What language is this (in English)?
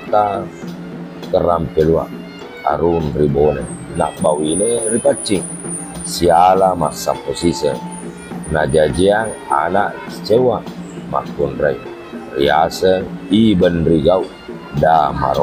Buginese